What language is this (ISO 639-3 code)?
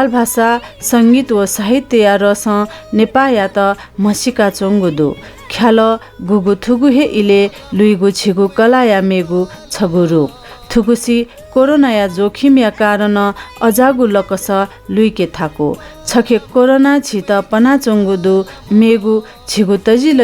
new